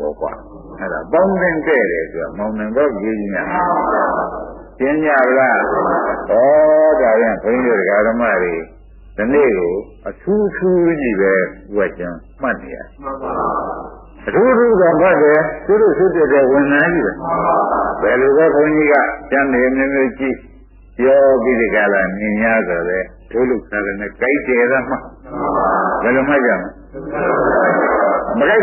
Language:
Burmese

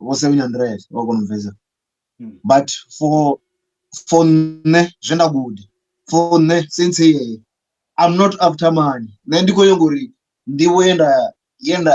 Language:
Venda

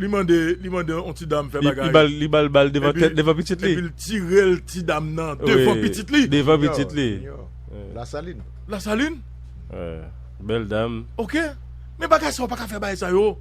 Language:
Haitian Creole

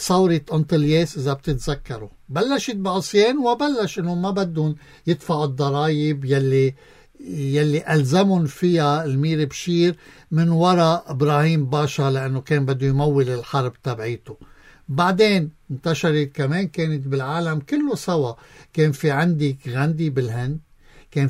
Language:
North Levantine Arabic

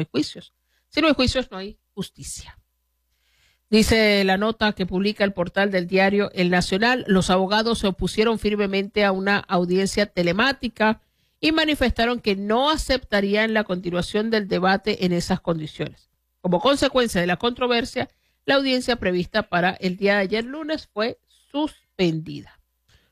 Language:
Spanish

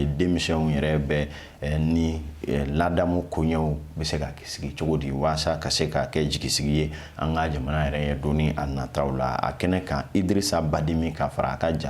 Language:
Bambara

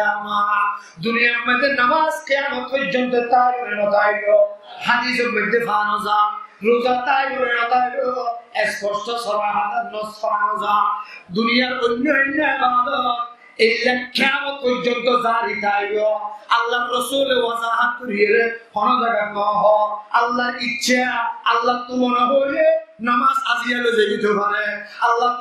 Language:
Rohingya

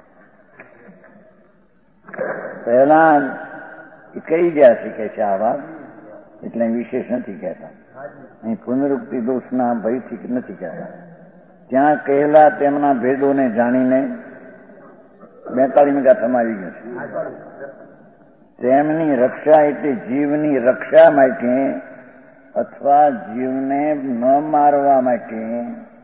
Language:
Gujarati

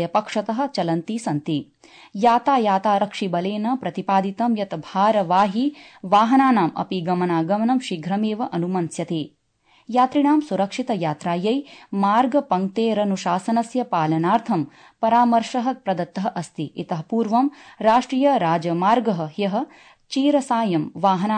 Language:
Sanskrit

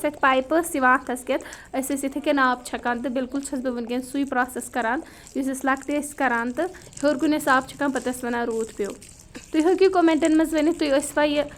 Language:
Kashmiri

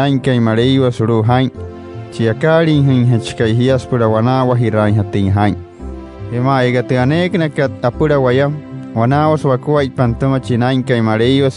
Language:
Wayuu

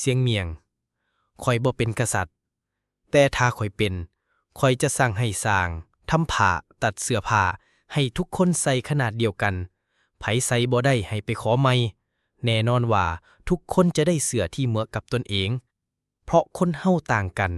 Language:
Lao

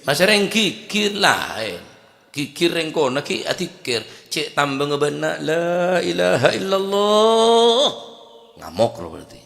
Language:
Madurese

